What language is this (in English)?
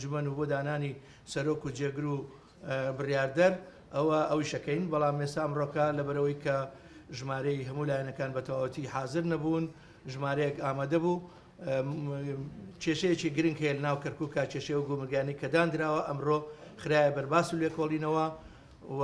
Central Kurdish